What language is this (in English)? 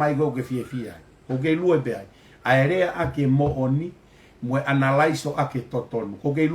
Tongan